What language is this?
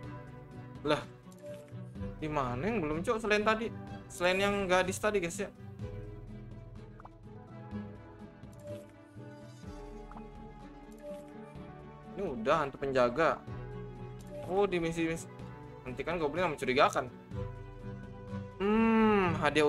Indonesian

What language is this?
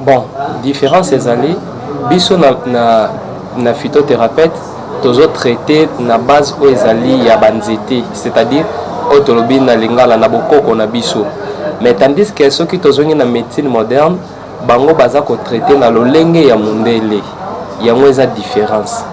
Lingala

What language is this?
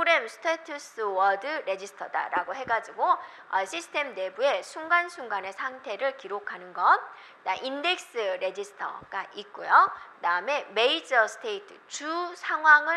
Korean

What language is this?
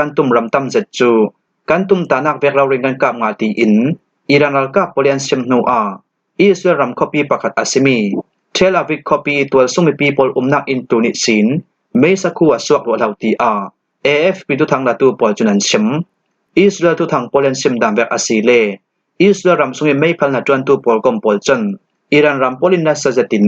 Falam Chin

